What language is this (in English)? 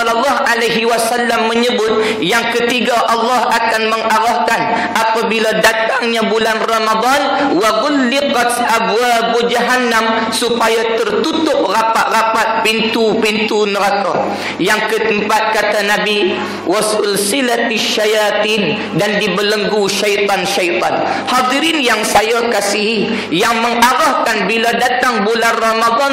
Malay